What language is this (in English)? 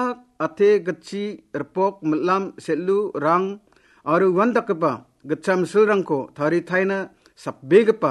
Garo